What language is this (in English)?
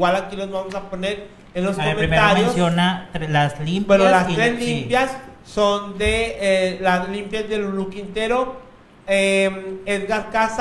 Spanish